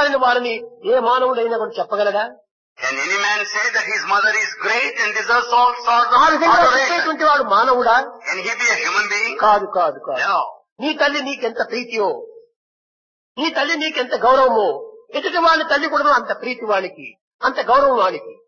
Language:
Telugu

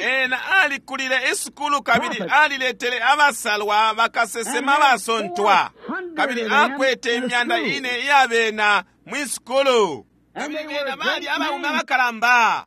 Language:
Bemba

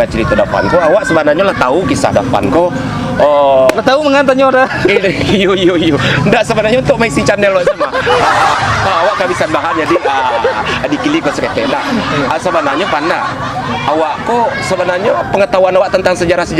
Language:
Minangkabau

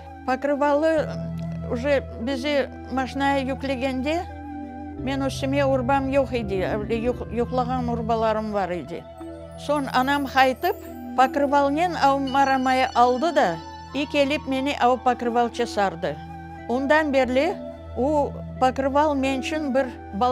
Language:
Crimean Tatar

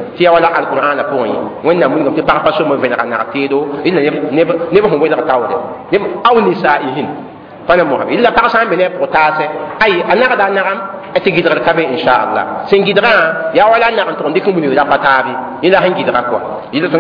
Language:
Mossi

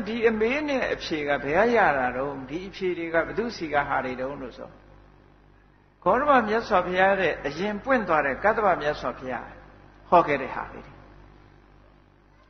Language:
Burmese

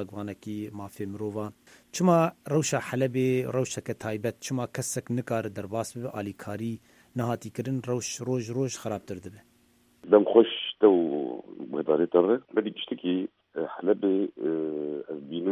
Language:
Kurdish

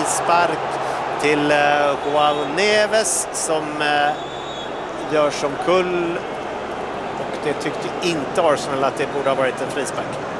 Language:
Swedish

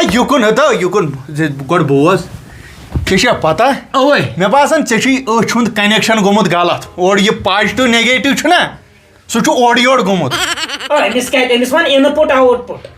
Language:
Kashmiri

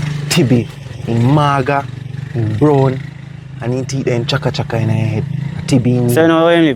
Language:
Jamaican Creole English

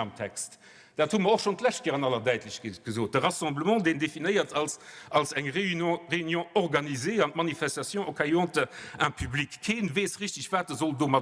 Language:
Luxembourgish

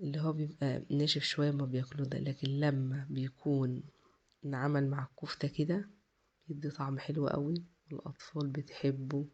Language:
Egyptian Arabic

